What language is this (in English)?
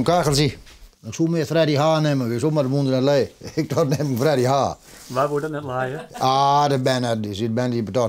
Western Frisian